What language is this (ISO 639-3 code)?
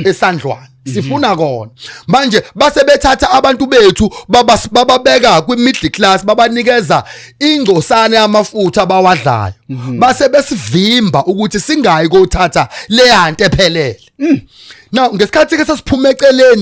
zul